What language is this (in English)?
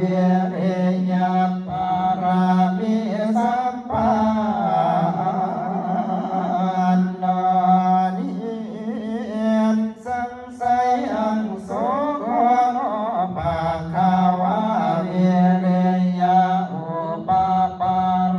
Pali